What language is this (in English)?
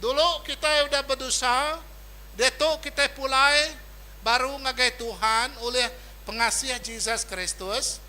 Iban